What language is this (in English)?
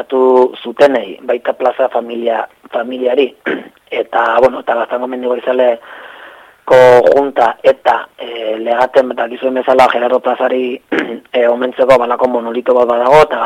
Basque